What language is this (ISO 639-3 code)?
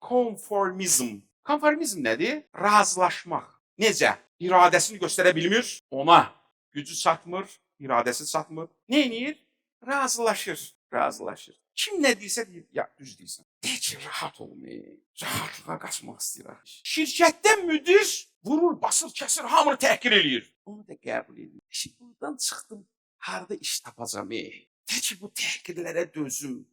aze